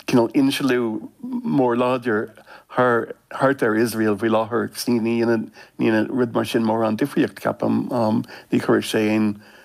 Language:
Irish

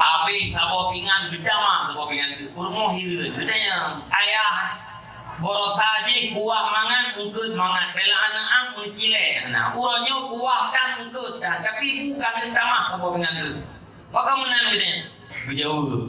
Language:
Achinese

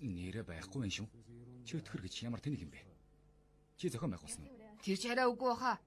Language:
Mongolian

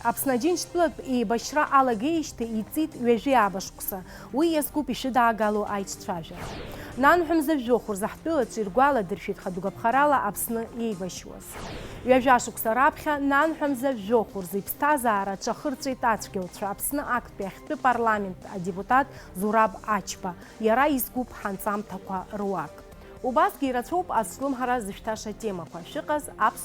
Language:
Abkhazian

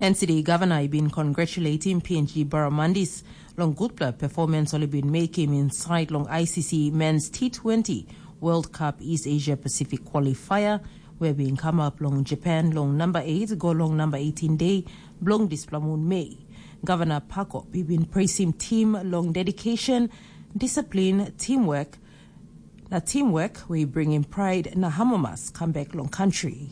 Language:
Tok Pisin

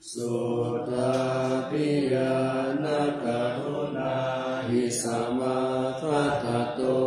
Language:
Pali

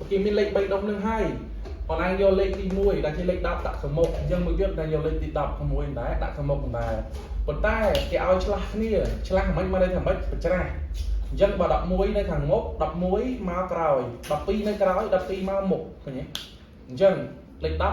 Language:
Khmer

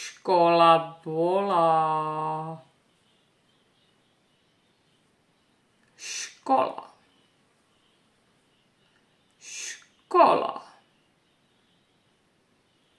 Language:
Czech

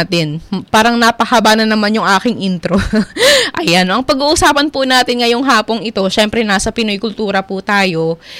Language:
Filipino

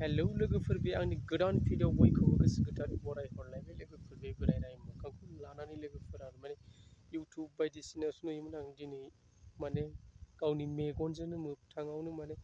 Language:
Bodo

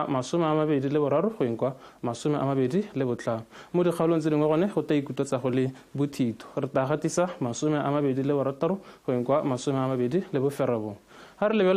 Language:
Tswana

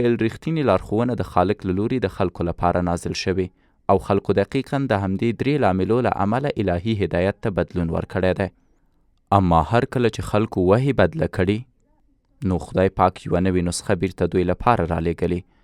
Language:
Pashto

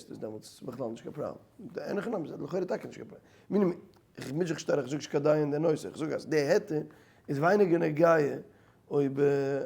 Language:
Yiddish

